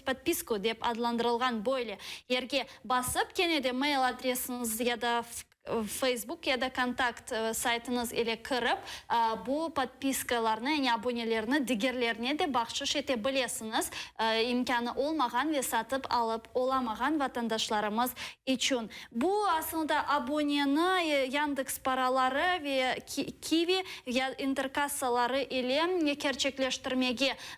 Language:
Crimean Tatar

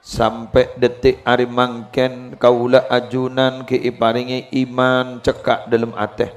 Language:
Madurese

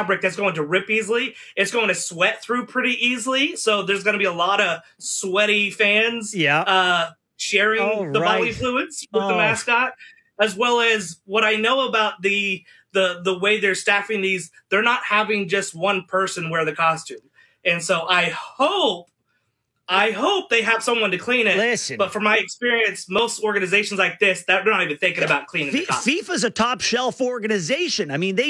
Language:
English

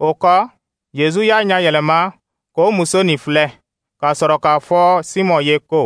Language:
Dyula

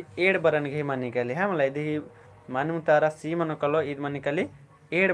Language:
Kurukh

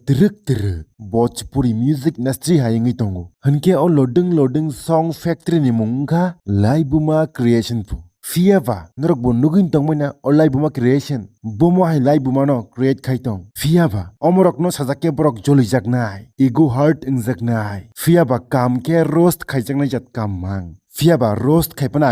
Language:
Kok Borok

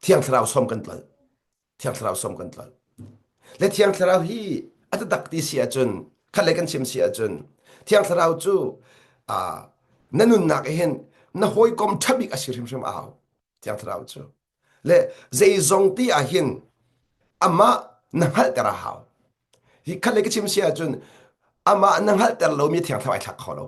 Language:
Hakha Chin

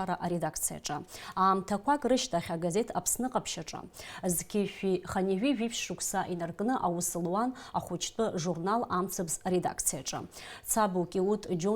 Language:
Abkhazian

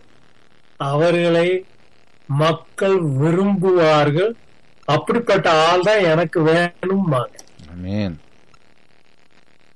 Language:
Tamil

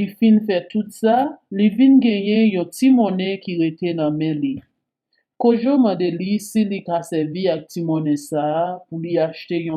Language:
Haitian Creole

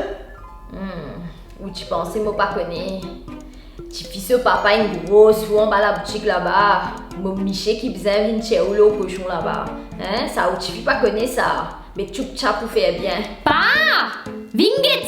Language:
Morisyen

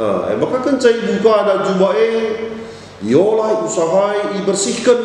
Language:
Batak Karo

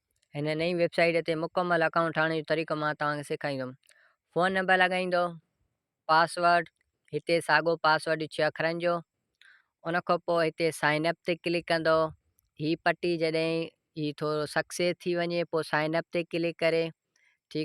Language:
Sindhi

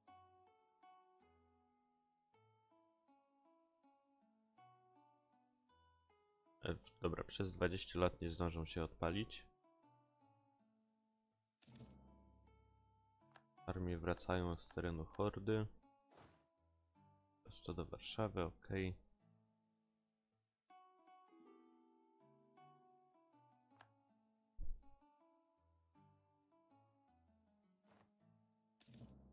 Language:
Polish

